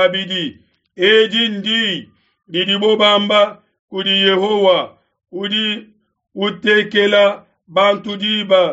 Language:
Luba-Lulua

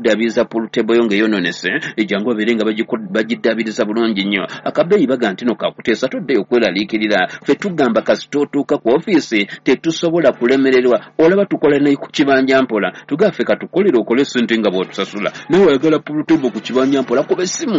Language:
Ganda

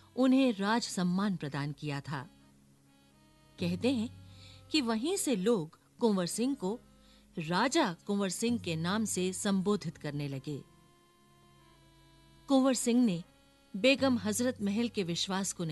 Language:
Hindi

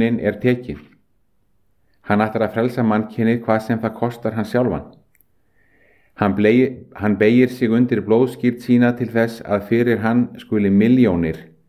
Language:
Icelandic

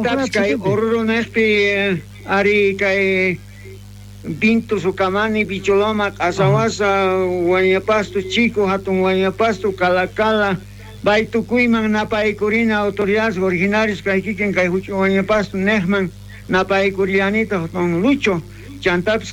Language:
South Bolivian Quechua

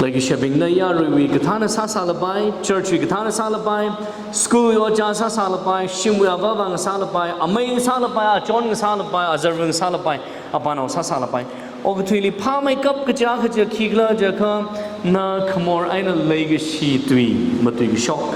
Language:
Tangkhul Naga (India)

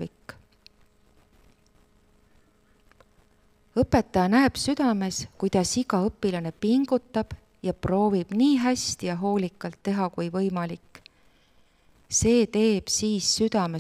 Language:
Estonian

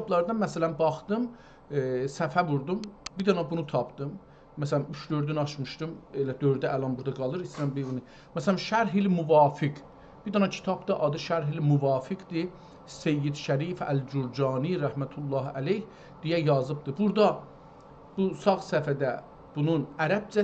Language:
South Azerbaijani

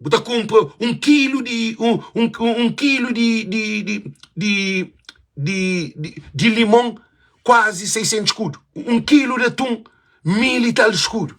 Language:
Kabuverdianu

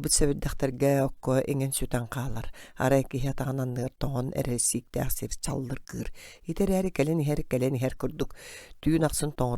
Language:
Yakut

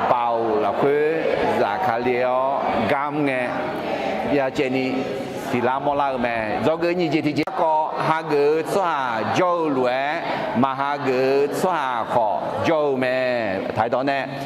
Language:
Akha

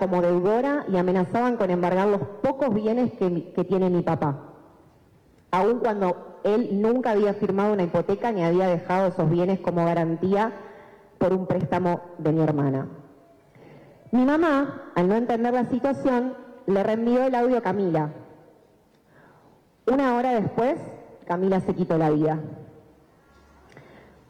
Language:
Spanish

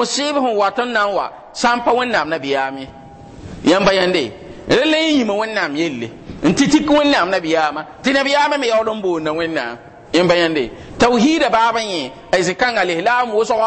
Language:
Mossi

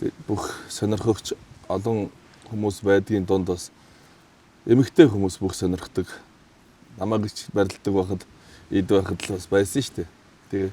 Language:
Mongolian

